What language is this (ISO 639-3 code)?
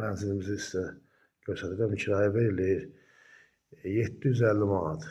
aze